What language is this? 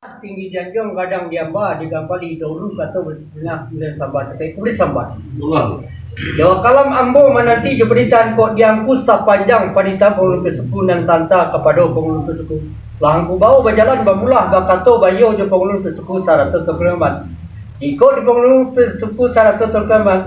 Minangkabau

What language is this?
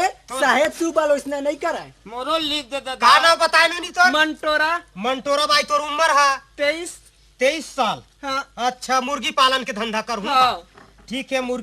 Chhattisgarhi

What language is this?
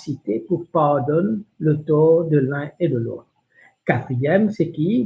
Morisyen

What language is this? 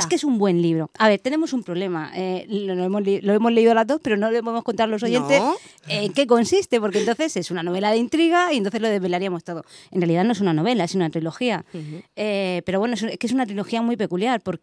Spanish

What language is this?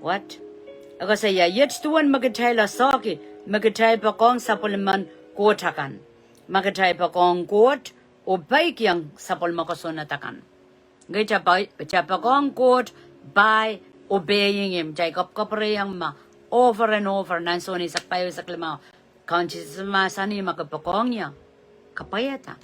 Pohnpeian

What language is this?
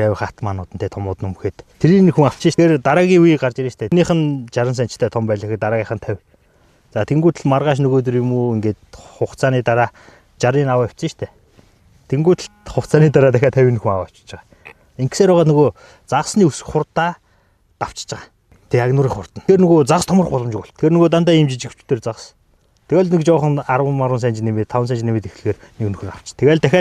Mongolian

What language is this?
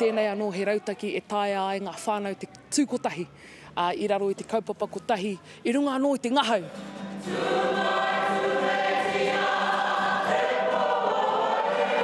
Māori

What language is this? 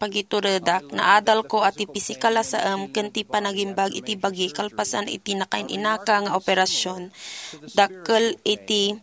Iloko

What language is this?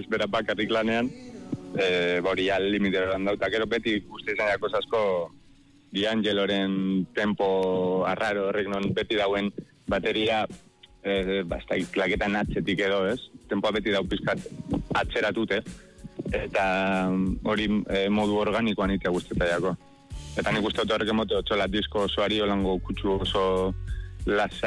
Basque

